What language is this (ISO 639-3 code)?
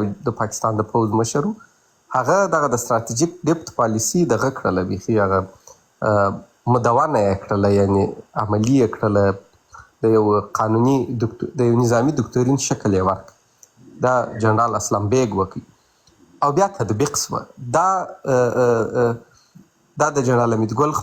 pus